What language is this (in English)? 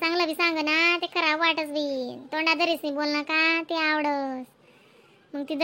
Khandesi